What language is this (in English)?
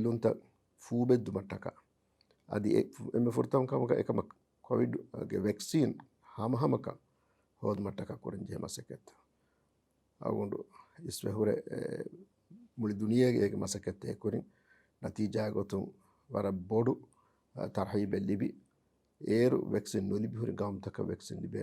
Divehi